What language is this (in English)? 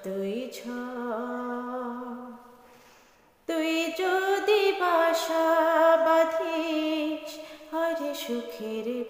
Bangla